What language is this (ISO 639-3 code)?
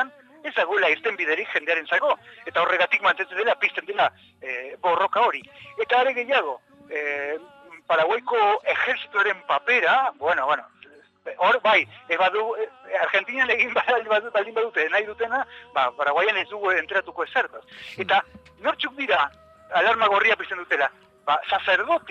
eus